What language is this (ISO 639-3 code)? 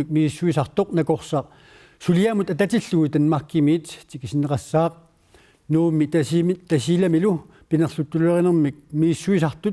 kal